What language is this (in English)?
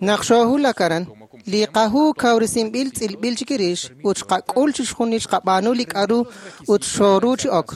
Kekchí